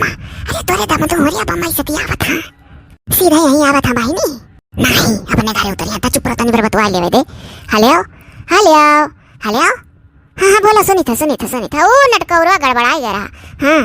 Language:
Awadhi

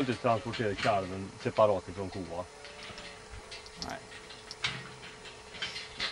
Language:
Swedish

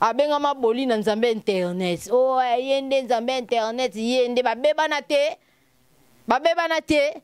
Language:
Lingala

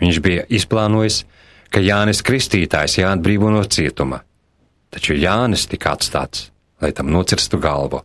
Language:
Latvian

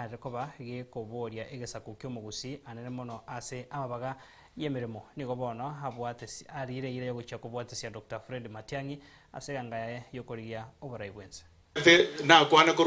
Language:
Gusii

